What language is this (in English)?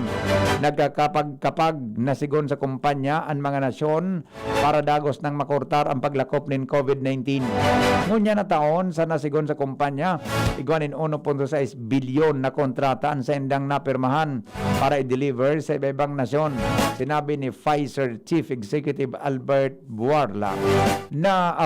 Bikol